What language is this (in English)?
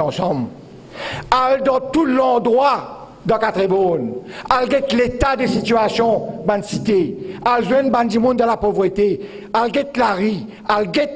Morisyen